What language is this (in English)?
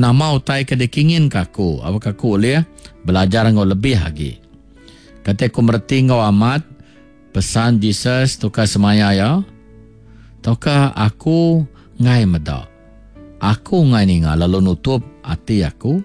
Iban